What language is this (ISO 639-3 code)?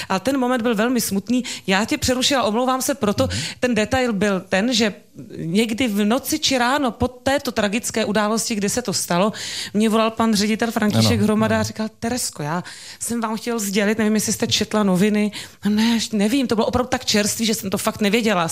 ces